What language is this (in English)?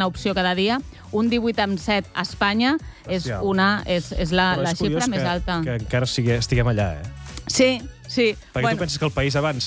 Catalan